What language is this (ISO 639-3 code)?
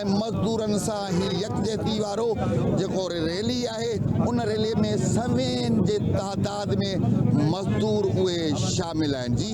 snd